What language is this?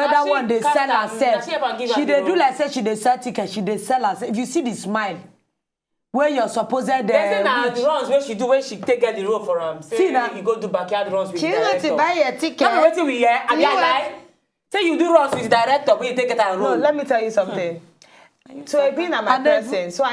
Nigerian Pidgin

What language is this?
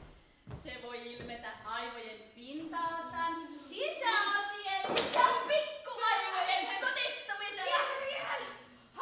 Finnish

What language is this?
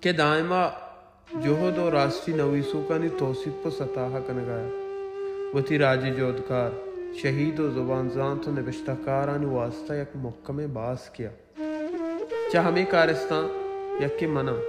Baluchi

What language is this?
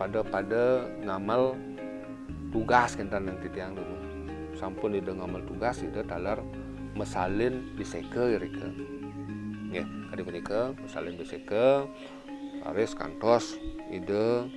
Balinese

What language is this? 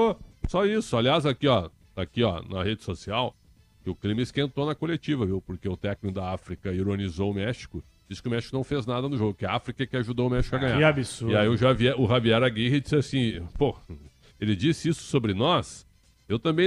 Portuguese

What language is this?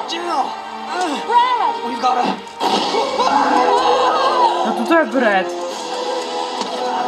Czech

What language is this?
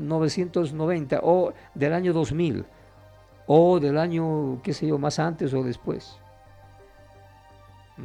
Spanish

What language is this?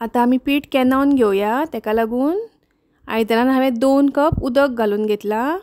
Konkani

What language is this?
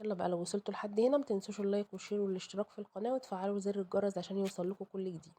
Egyptian Arabic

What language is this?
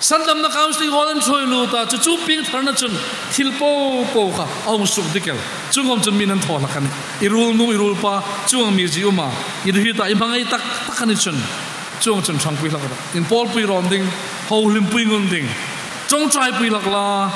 Hmar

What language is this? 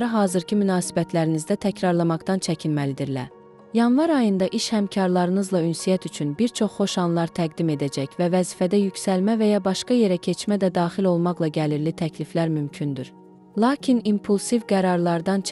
Azerbaijani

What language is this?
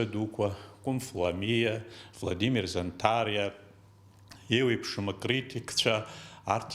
Abkhazian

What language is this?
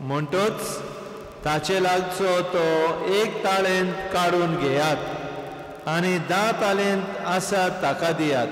Konkani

